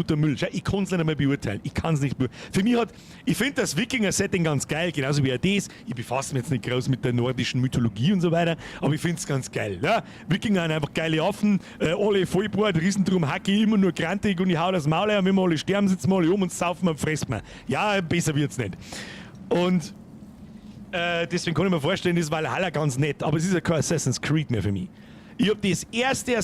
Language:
Bavarian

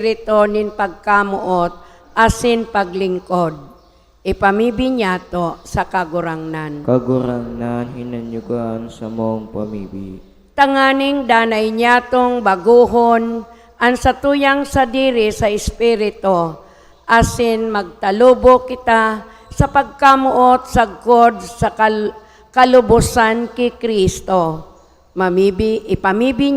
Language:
Bikol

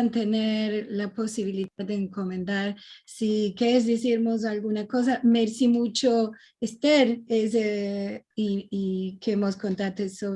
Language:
Ladino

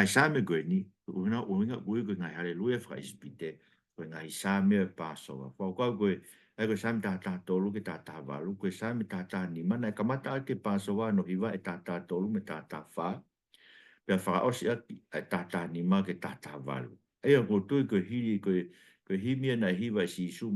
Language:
Tongan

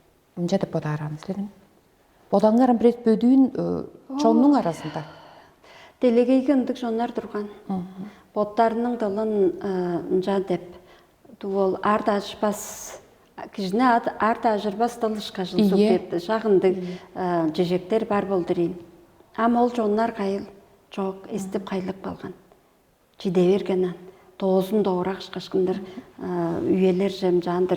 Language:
Tuvinian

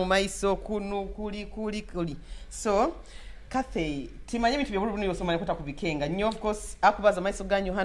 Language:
Nyoro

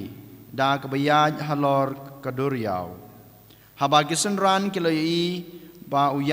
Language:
Khasi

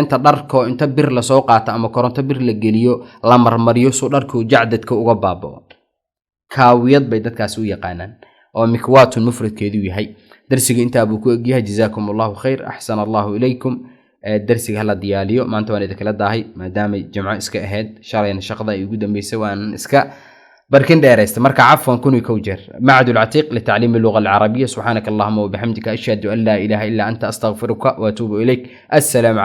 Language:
Somali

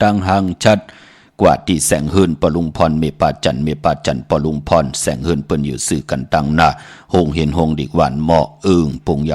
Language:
Shan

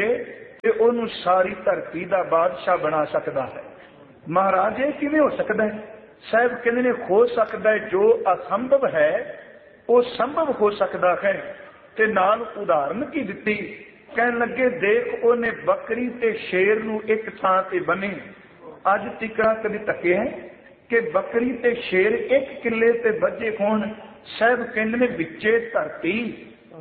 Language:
Punjabi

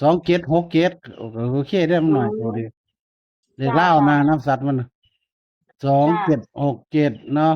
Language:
Northeastern Thai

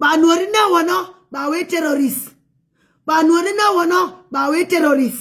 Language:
Nuer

